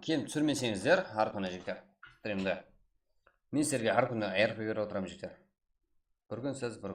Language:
Kara-Kalpak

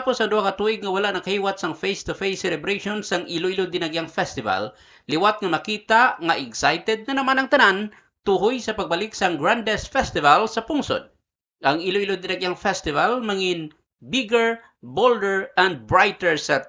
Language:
Hiligaynon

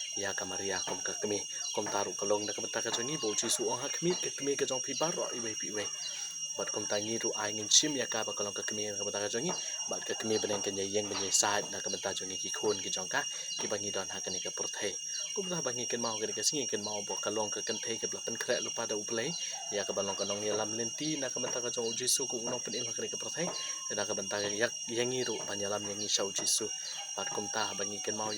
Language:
Khasi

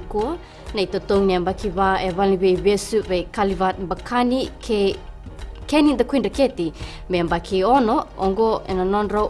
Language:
Fijian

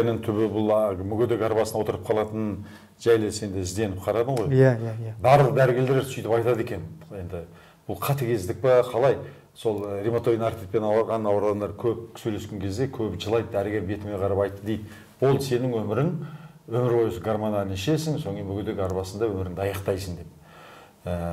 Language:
Kazakh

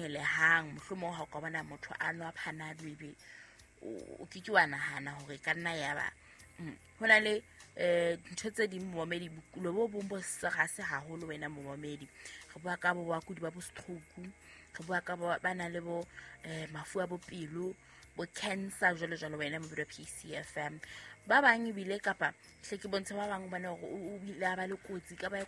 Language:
Southern Sotho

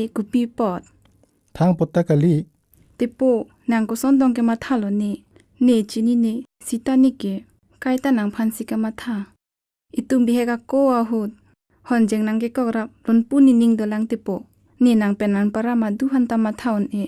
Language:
Karbi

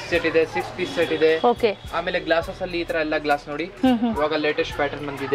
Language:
Kannada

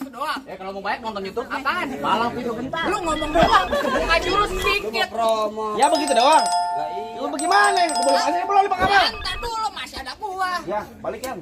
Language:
Betawi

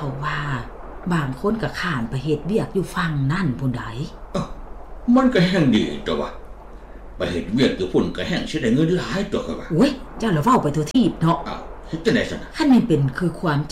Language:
Lao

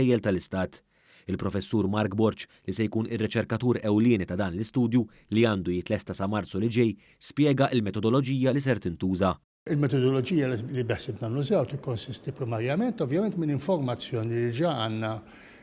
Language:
Maltese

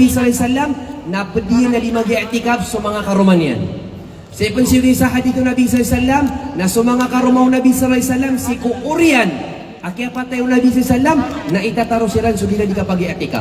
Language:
Maranao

